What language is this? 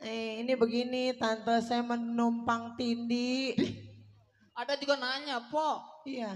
Betawi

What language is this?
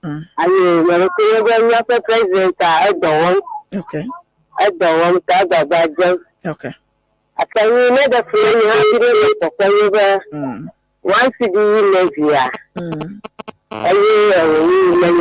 Ewe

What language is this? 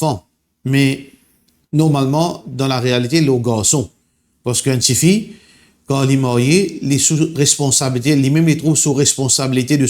Morisyen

